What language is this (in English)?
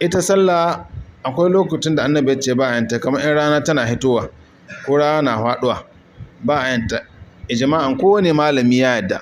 Hausa